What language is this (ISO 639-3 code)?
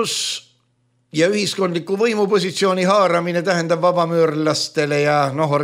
est